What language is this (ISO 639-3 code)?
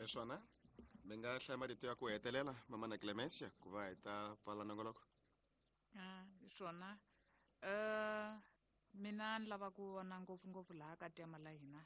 tso